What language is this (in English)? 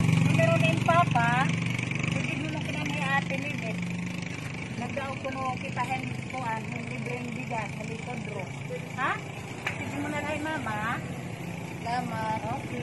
Waray